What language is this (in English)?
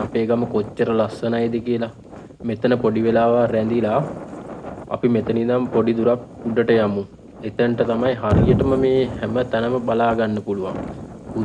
Sinhala